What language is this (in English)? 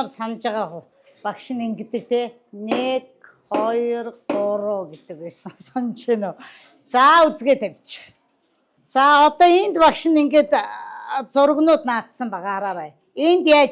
Mongolian